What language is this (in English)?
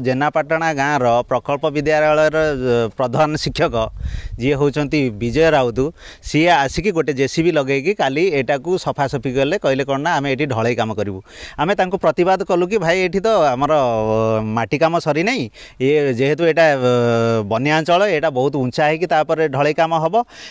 Odia